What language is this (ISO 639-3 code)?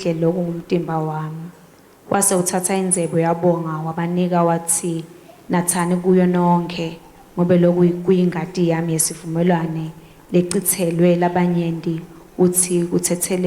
ssw